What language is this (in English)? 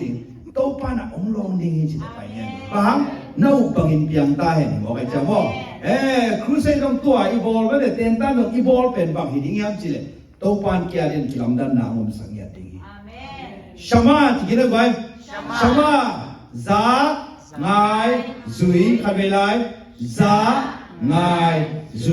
Tedim Chin